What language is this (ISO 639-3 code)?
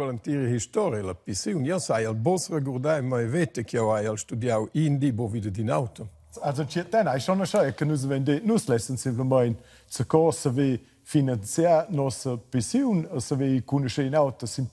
roh